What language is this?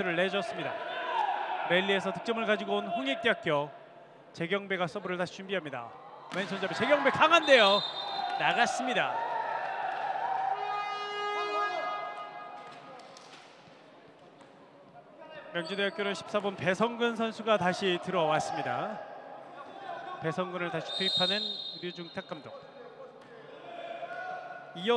Korean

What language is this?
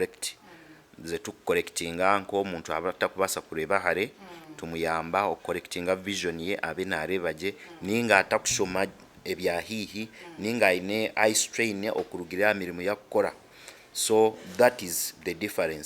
Nyankole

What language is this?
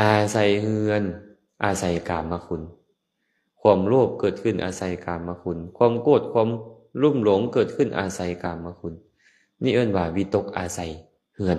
Lao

